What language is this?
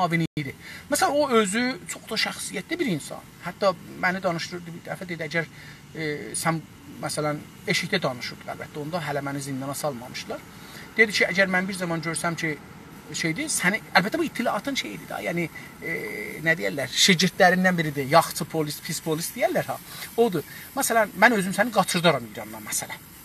South Azerbaijani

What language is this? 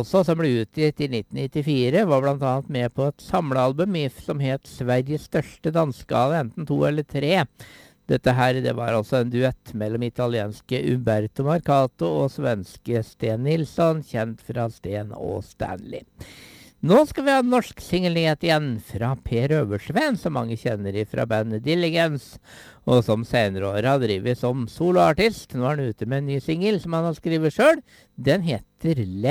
Norwegian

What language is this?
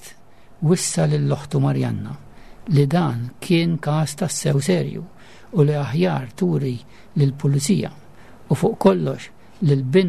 Maltese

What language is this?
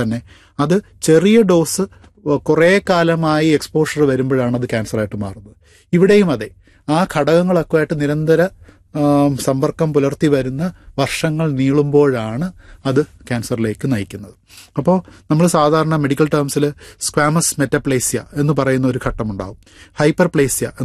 Malayalam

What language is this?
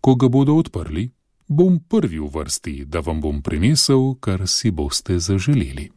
Slovenian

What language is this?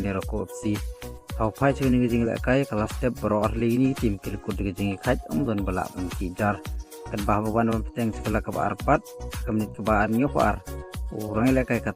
Khasi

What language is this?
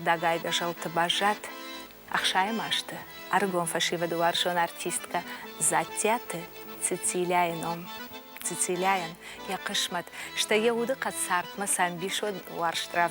Ossetic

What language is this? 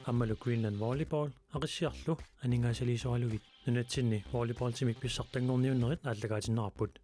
Kalaallisut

